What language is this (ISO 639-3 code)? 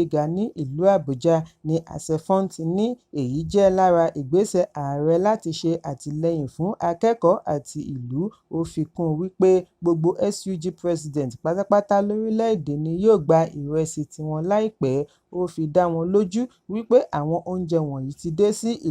yor